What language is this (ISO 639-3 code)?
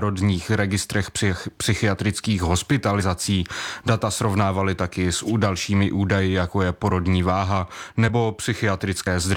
ces